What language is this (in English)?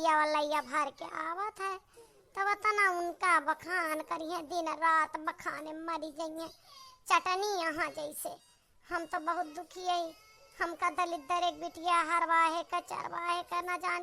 Awadhi